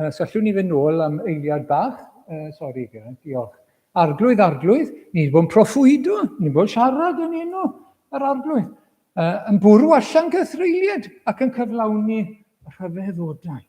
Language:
Welsh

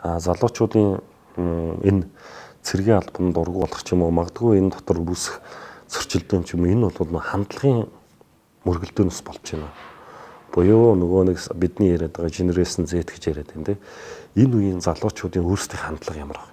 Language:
Mongolian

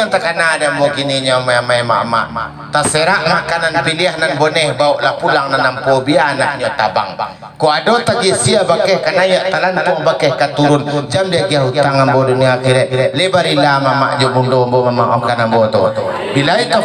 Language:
Minangkabau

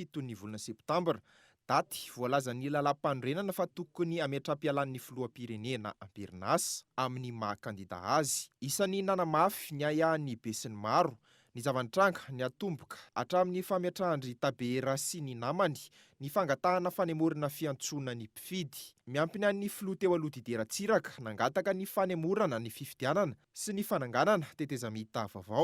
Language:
Malagasy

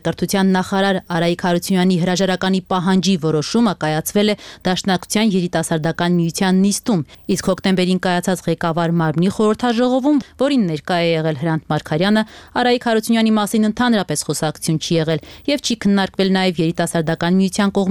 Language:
Armenian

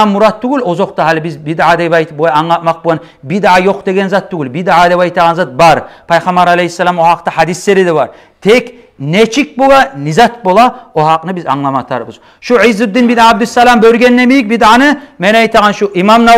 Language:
Kumyk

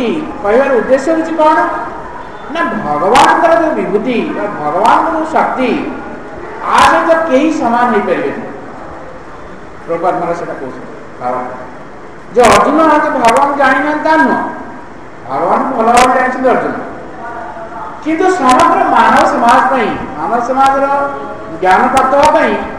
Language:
Odia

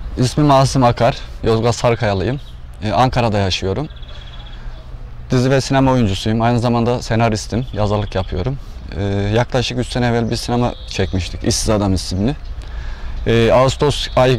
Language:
Turkish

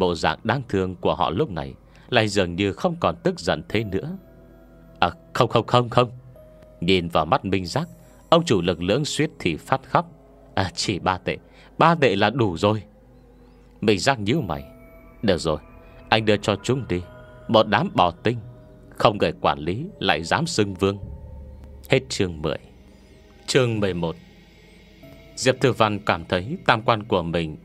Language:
Vietnamese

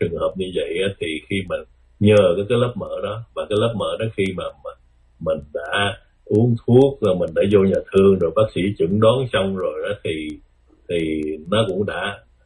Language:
Vietnamese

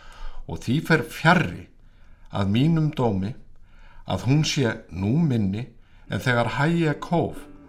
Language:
Icelandic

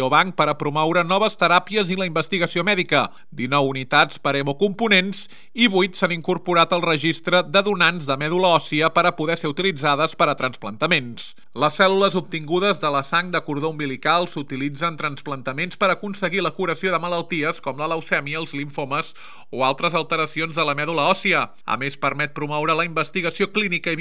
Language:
Catalan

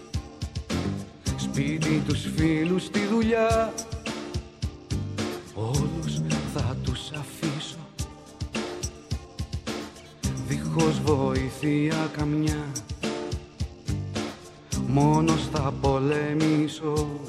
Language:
Greek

